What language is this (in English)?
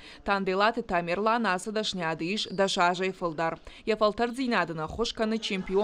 Ossetic